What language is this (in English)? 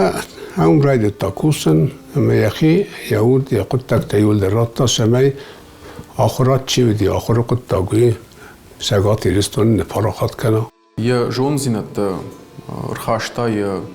Ossetic